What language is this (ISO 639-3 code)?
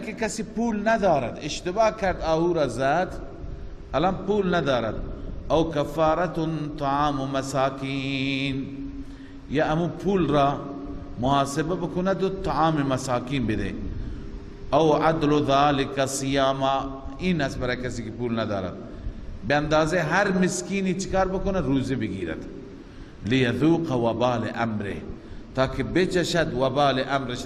fas